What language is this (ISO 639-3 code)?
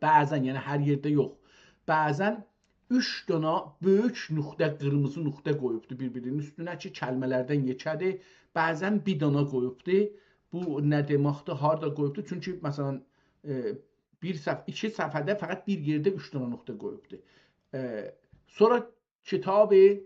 azb